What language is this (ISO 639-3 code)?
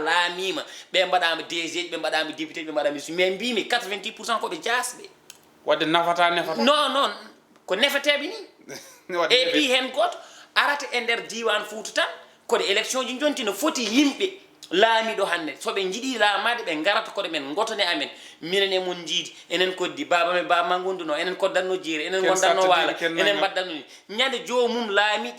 ful